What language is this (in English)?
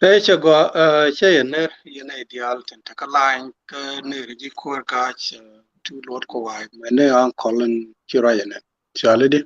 Nuer